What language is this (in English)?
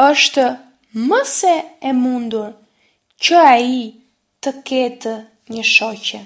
Albanian